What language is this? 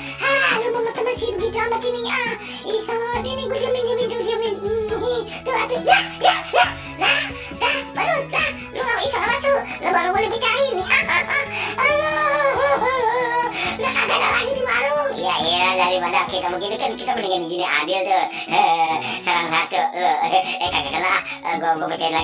Betawi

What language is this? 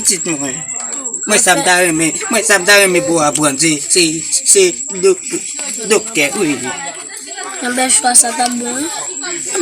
Haitian Creole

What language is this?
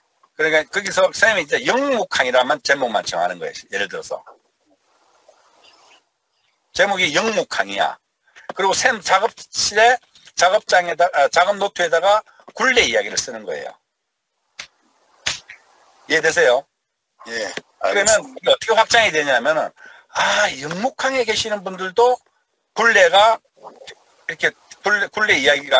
Korean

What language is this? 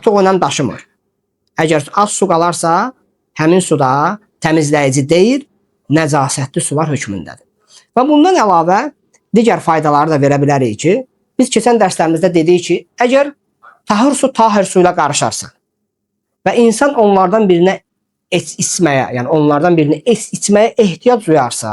Azerbaijani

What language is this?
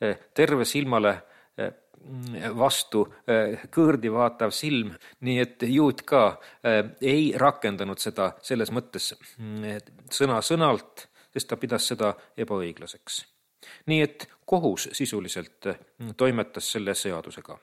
Estonian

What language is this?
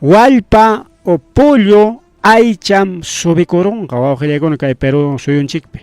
Ayacucho Quechua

